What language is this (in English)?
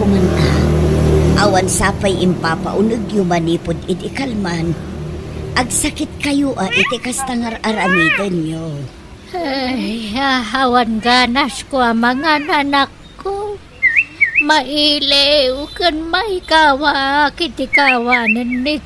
Iloko